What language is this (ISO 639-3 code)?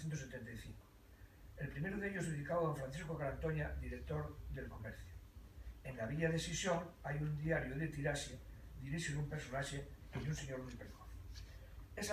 ast